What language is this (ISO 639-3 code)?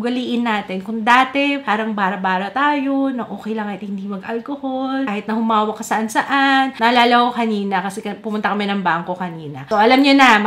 fil